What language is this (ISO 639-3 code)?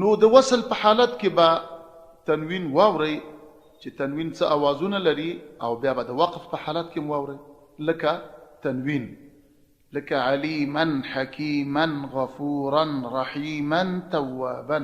pus